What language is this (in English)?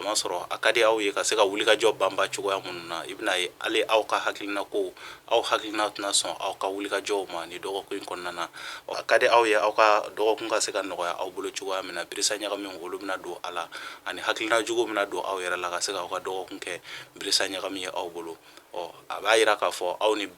Bambara